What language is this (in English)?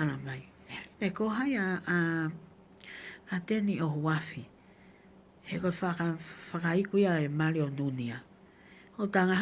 Tongan